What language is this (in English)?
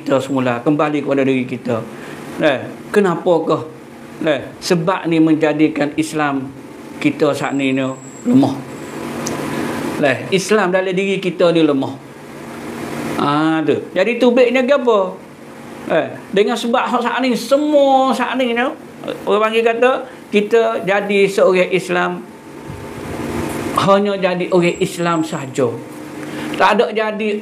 Malay